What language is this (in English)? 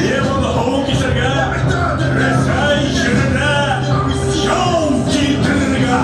Bashkir